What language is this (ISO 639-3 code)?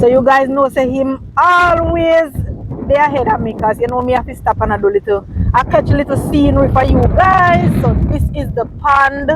jam